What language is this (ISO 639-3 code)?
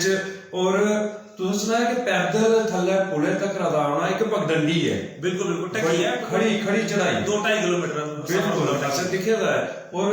doi